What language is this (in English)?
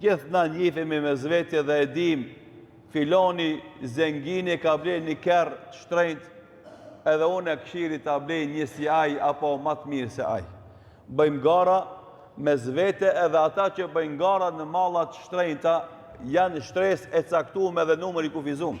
Albanian